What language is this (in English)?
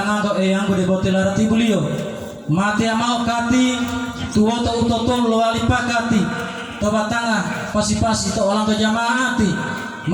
Gorontalo